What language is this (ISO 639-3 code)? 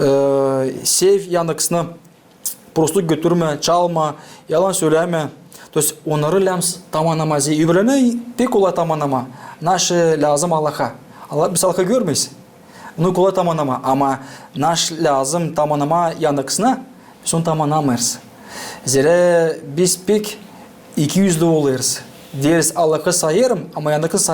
gag